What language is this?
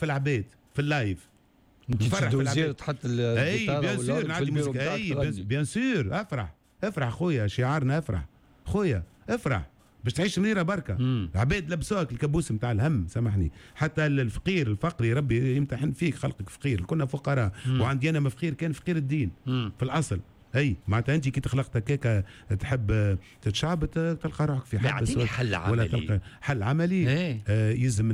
Tunisian Arabic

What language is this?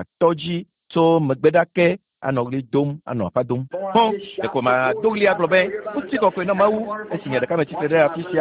Ewe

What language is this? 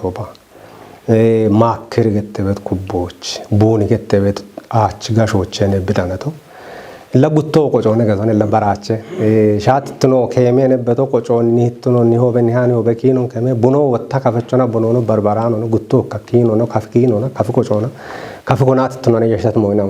Kafa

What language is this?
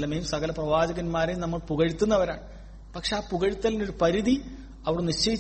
Malayalam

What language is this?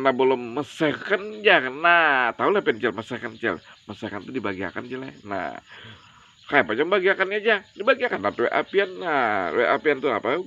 Banjar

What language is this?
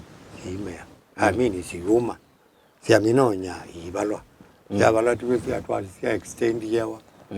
Kamba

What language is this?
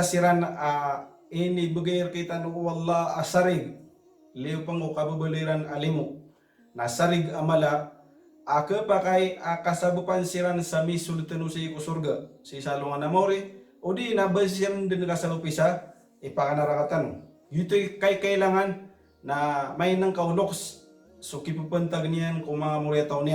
Maranao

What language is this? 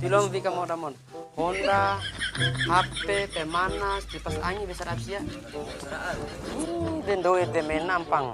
Bima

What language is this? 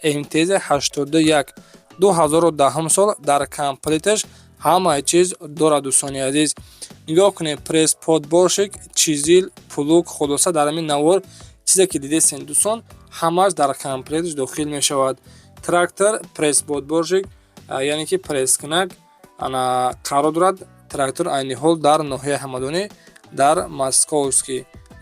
Tajik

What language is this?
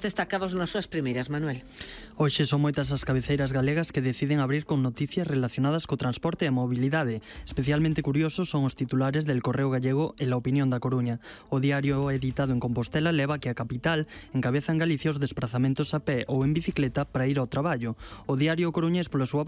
Galician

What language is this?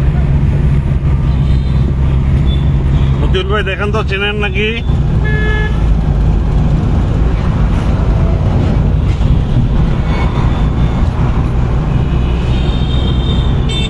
Bangla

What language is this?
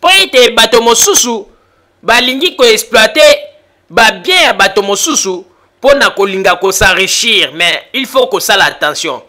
Lingala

